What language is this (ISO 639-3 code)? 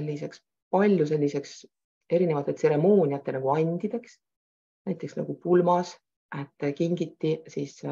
est